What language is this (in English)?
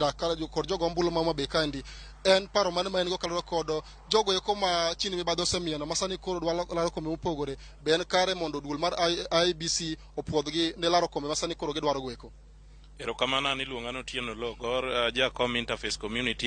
Luo (Kenya and Tanzania)